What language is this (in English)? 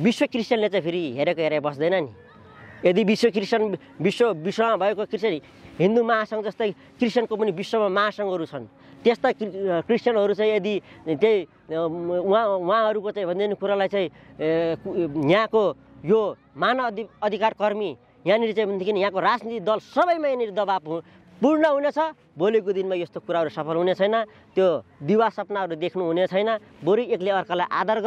Nepali